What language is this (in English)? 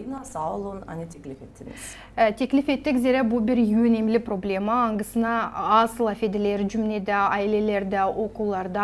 Gagauz